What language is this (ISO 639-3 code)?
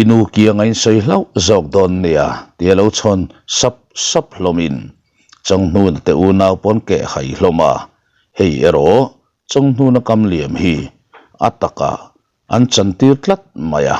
lus